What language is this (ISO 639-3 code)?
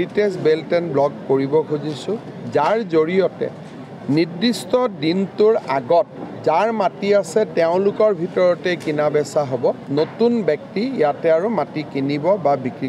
asm